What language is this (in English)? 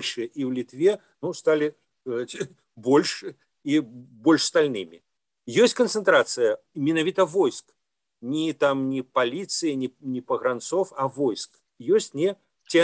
Belarusian